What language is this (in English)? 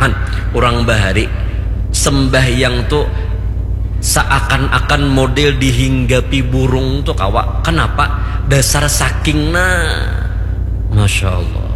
Banjar